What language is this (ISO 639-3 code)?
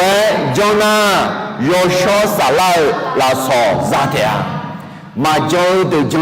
ahk